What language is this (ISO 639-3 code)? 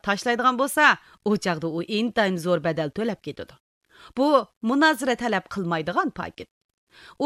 uig